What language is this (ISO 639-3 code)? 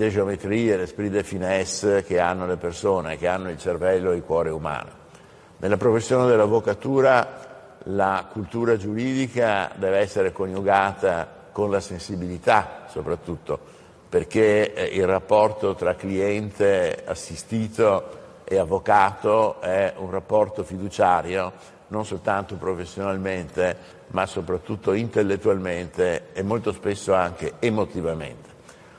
ita